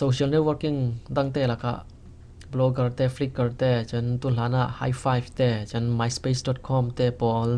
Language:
Falam Chin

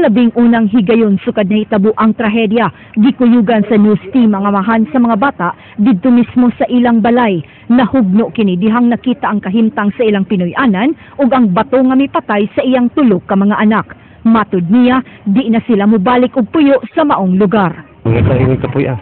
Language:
Cebuano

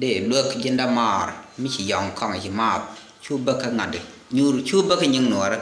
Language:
Nuer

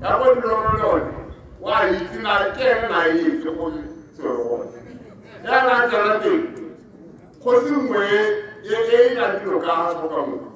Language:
Tswana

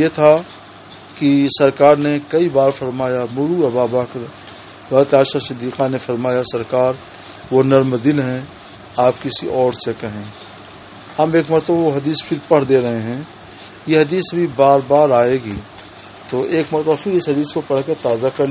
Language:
Urdu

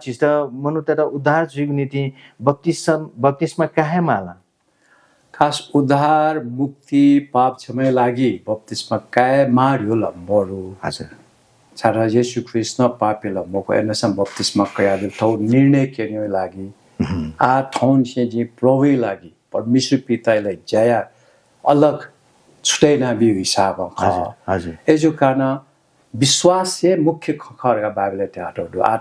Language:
Newari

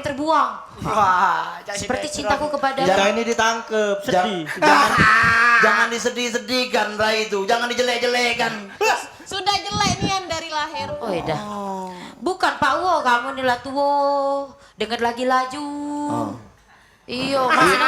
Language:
Musi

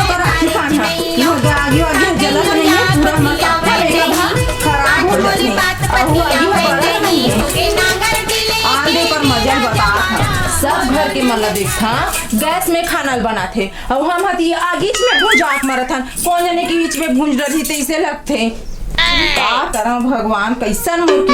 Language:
Chhattisgarhi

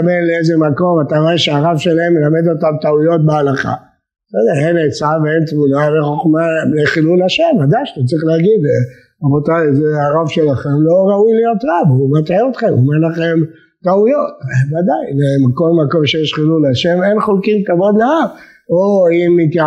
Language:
Hebrew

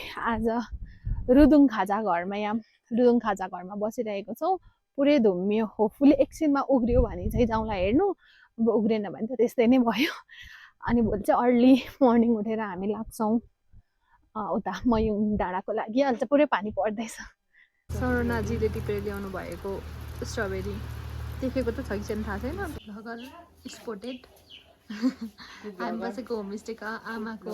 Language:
Nepali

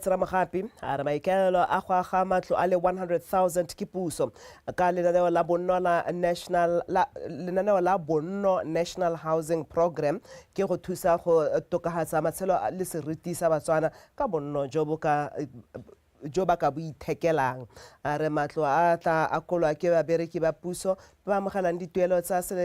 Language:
Tswana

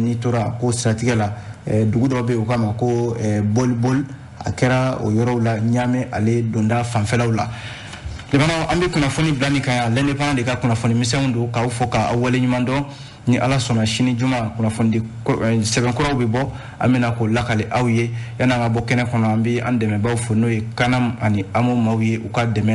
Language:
Bambara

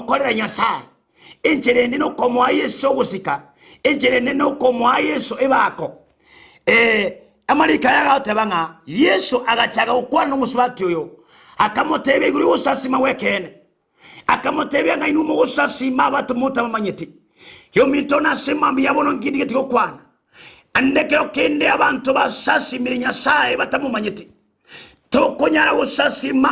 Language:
Gusii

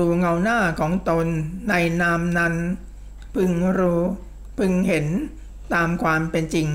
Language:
Thai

